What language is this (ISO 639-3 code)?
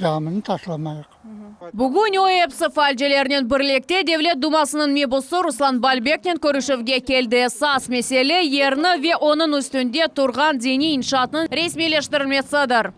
crh